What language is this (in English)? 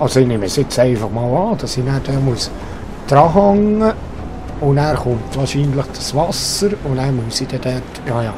Swiss German